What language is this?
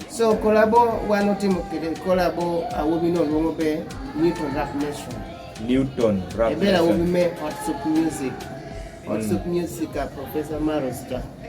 Kumam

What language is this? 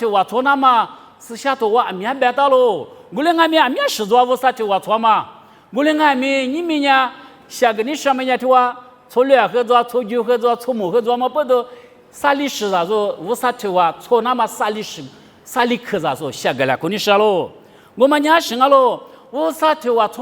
Lisu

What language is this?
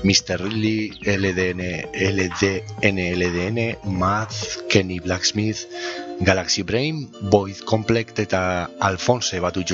Basque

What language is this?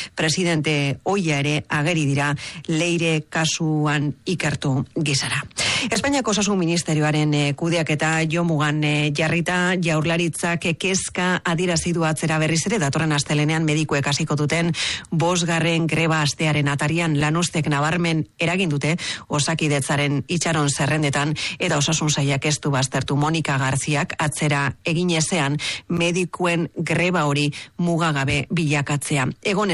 Basque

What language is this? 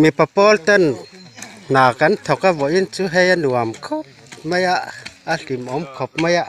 Mizo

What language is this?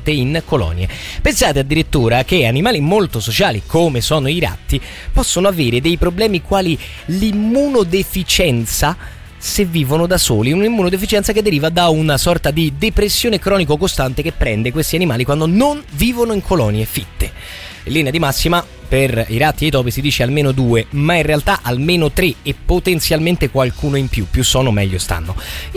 Italian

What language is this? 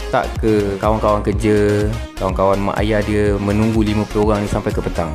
Malay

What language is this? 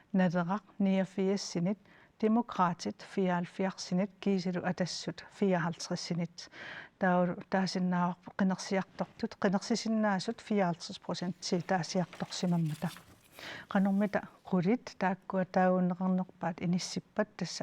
Kalaallisut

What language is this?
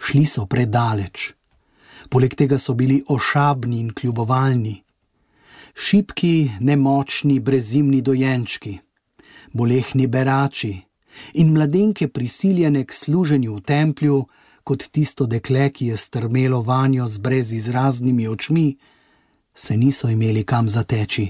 Slovenian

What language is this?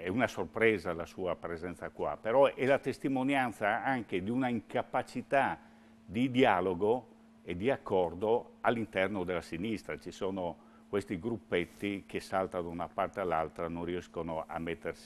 Italian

